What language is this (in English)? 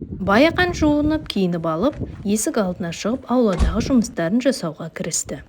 Kazakh